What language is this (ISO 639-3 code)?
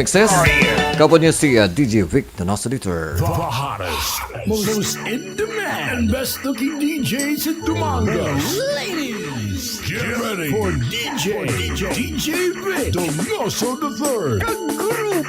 hil